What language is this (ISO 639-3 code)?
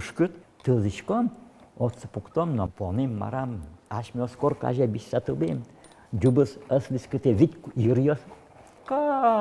udm